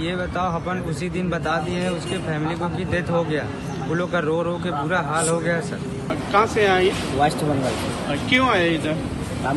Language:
Konkani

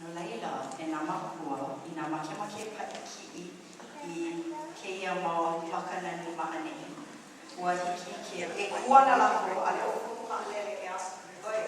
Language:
Hawaiian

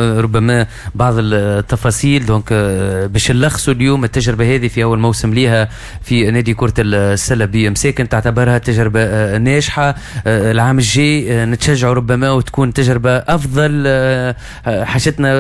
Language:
Tunisian Arabic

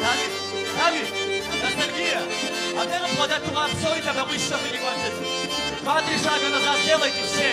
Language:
Kabardian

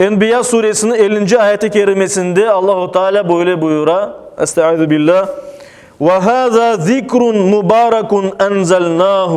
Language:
Crimean Tatar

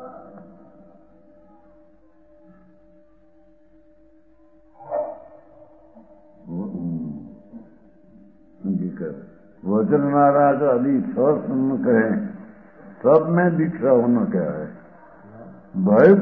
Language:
Gujarati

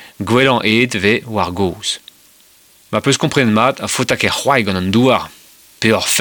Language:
Breton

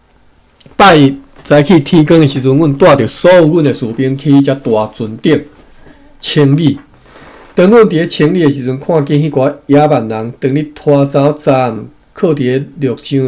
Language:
Min Nan Chinese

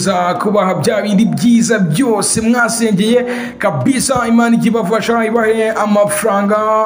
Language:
Kinyarwanda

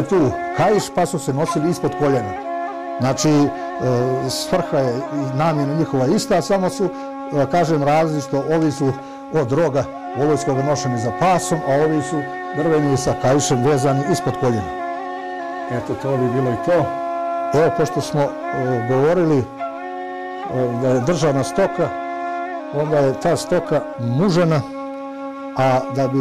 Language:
Bosnian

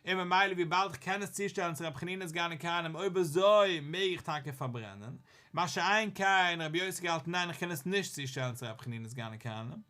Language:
Yiddish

